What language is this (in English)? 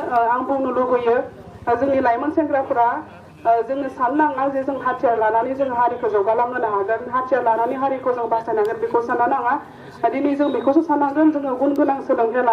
Bodo